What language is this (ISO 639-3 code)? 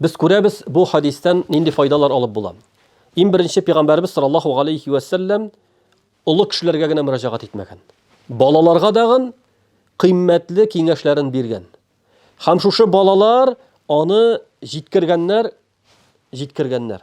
tat